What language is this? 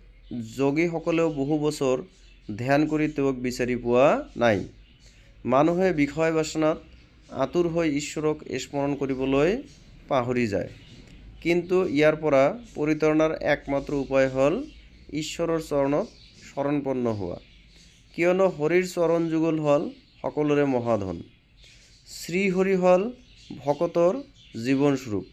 Assamese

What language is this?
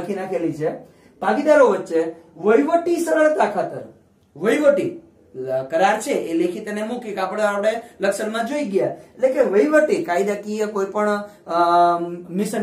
Gujarati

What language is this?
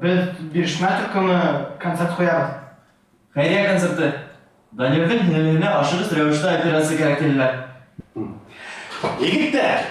Bashkir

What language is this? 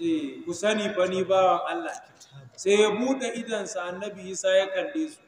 Hausa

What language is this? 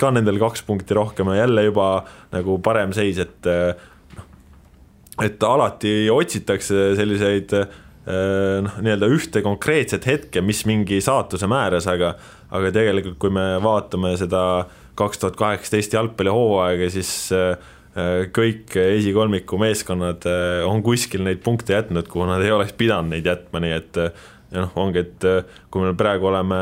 Estonian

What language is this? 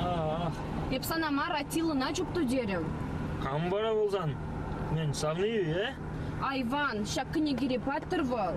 Chuvash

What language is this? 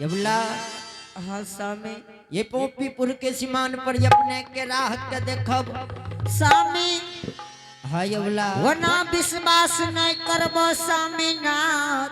Angika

